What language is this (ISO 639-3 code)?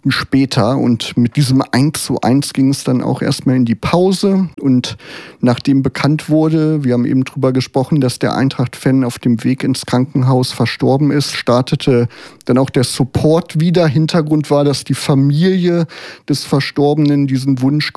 deu